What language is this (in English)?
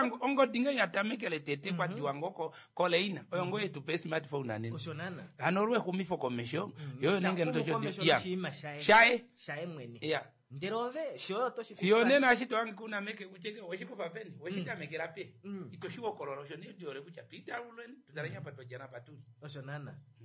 Kuanyama